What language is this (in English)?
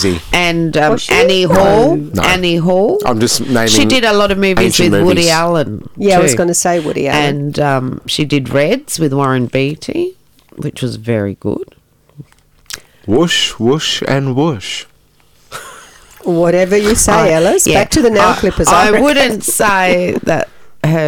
English